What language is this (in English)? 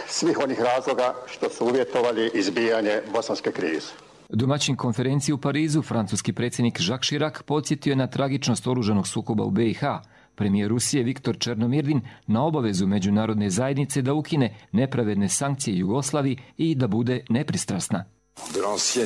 Bosnian